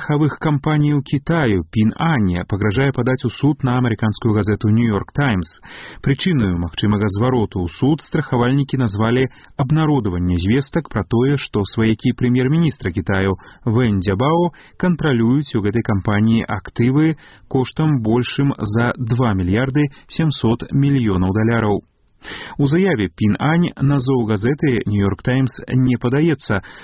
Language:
Belarusian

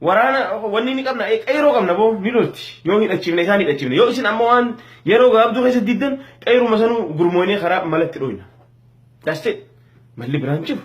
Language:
Oromo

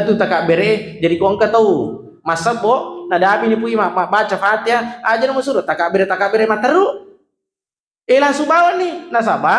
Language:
Buginese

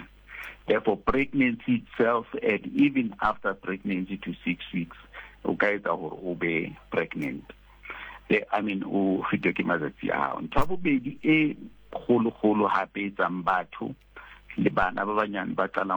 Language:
Southern Sotho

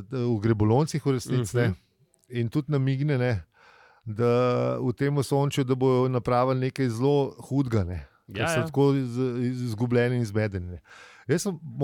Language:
Slovenian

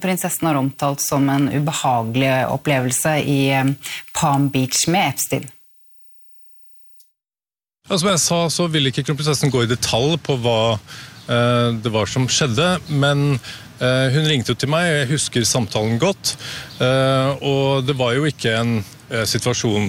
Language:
Norwegian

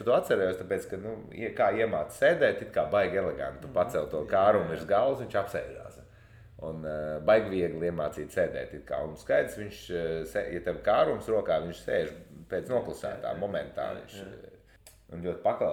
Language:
Latvian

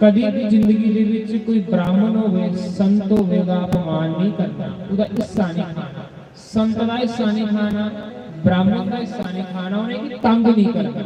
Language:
Dogri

